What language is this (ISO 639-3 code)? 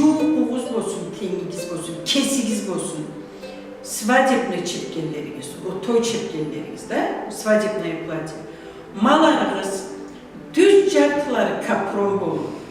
krc